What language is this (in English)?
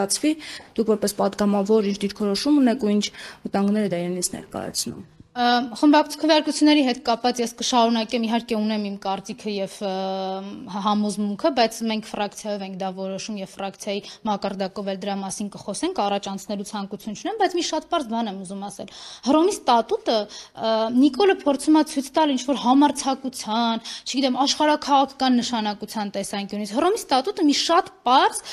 Armenian